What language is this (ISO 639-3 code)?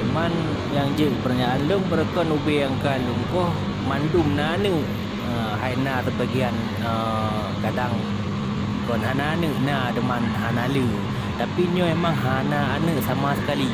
ace